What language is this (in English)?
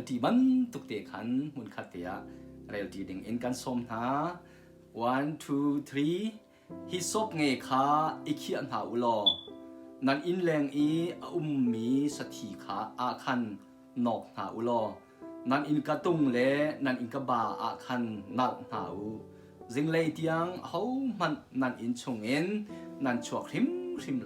Hakha Chin